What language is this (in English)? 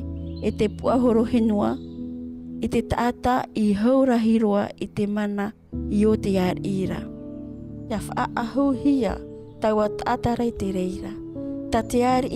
Tahitian